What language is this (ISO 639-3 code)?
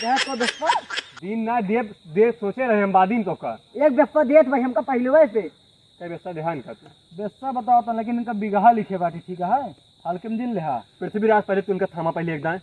awa